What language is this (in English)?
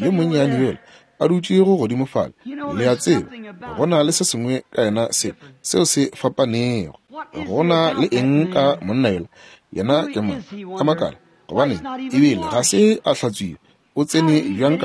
Northern Sotho